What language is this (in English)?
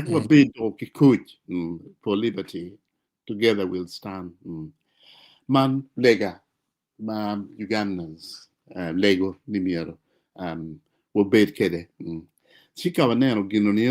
Acoli